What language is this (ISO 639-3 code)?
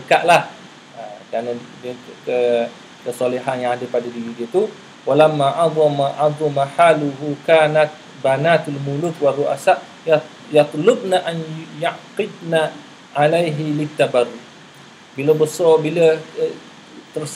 msa